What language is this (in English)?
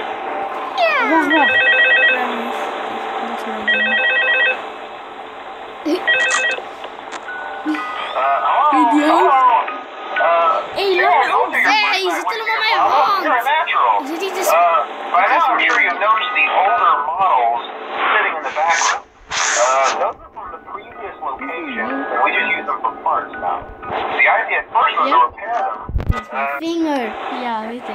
Dutch